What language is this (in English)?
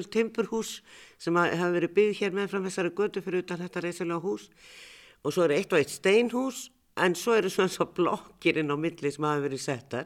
Icelandic